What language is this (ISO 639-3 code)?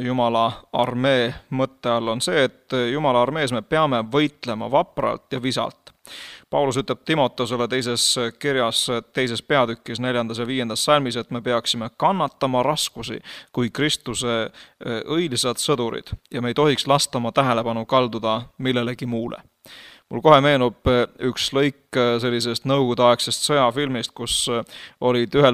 est